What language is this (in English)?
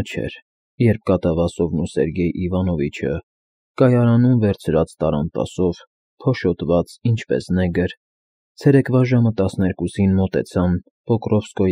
Armenian